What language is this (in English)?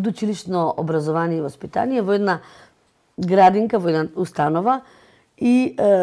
Macedonian